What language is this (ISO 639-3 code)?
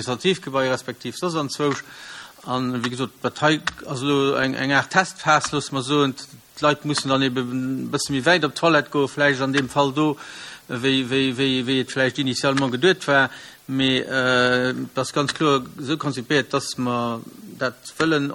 ltz